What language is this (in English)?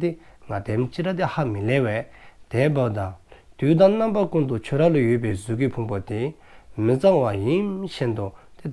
Dzongkha